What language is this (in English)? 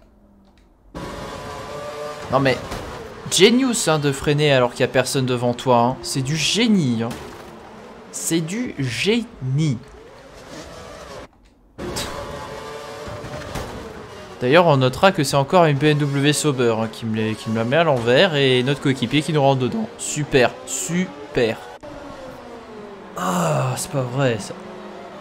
French